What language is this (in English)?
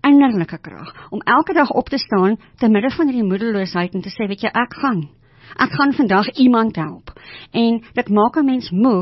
Afrikaans